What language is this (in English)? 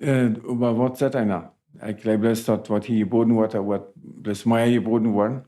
Plautdietsch